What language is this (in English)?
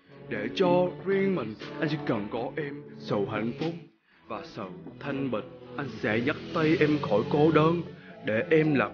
Vietnamese